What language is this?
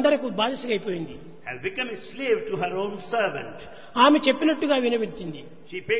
Telugu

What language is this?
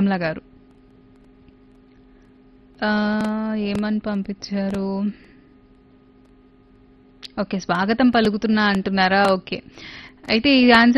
Telugu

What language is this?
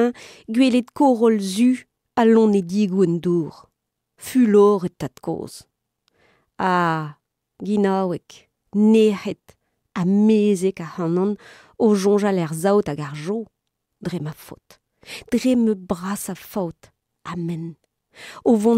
Breton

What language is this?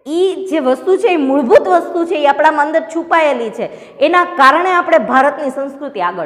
Gujarati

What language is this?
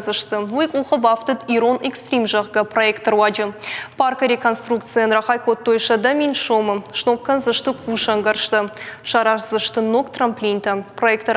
Ossetic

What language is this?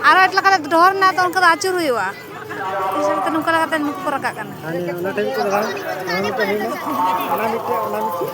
Santali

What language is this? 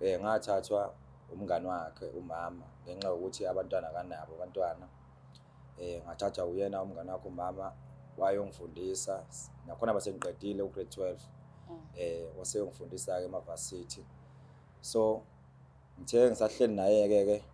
Zulu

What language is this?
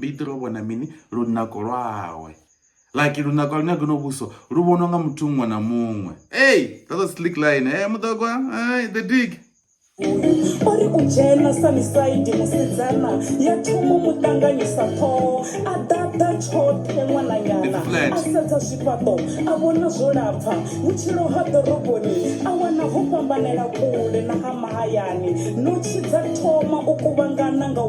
Venda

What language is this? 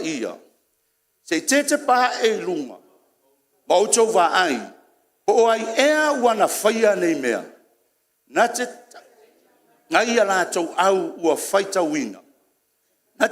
Samoan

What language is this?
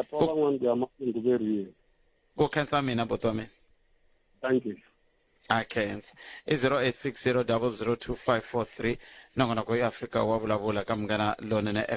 Tsonga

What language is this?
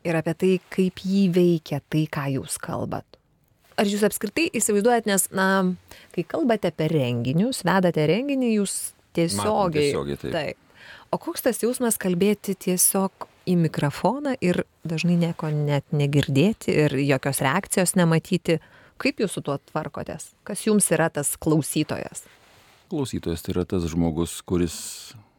Lithuanian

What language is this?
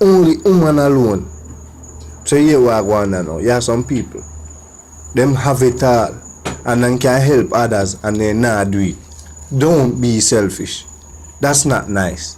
Jamaican Creole English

